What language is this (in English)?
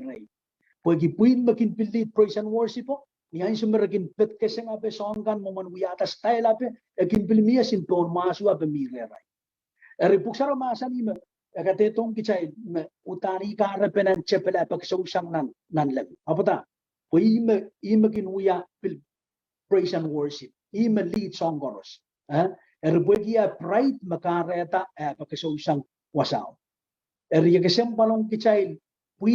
Pohnpeian